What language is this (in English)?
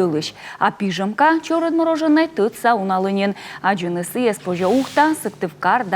Komi